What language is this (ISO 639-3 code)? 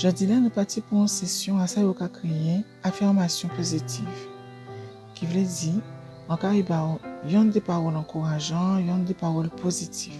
gcf